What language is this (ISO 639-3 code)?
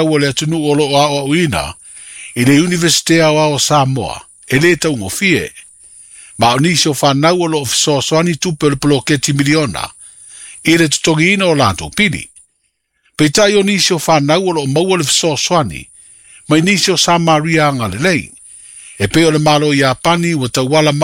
smo